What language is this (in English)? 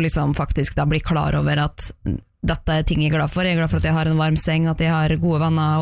Norwegian